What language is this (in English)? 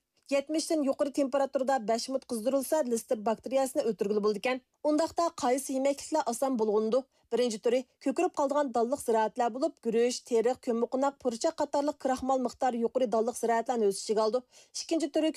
Uyghur